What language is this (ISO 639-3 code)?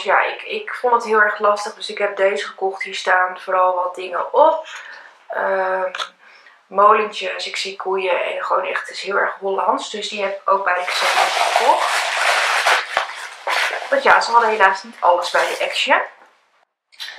nld